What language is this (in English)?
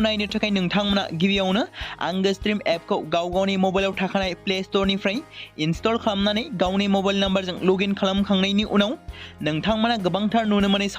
Bodo